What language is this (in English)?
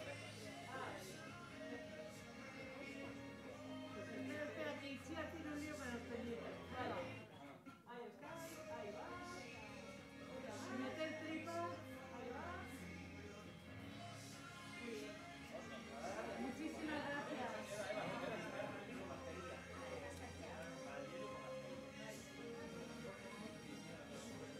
Spanish